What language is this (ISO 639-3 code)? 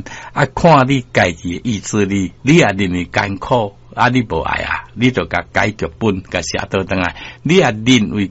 nan